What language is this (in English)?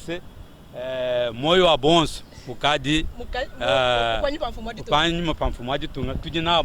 Luba-Lulua